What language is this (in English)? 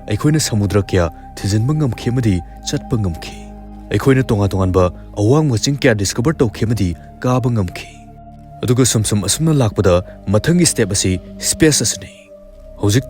Manipuri